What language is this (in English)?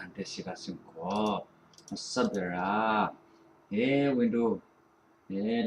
Falam Chin